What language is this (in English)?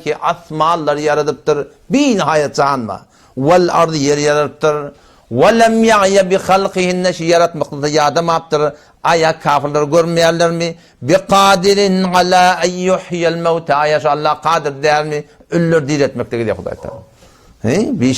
Turkmen